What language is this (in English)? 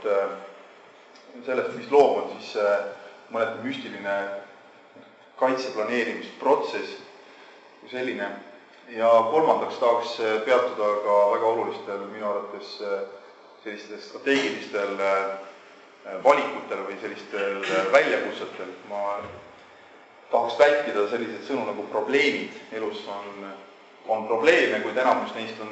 Estonian